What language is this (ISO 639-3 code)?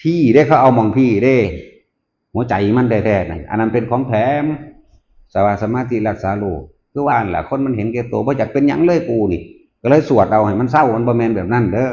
tts